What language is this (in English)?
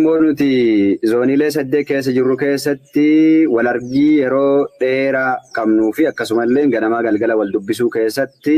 Oromo